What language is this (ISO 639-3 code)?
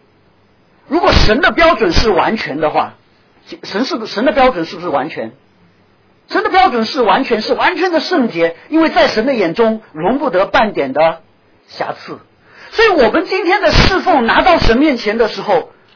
zho